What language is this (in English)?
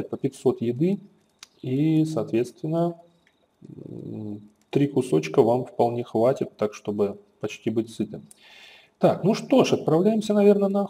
Russian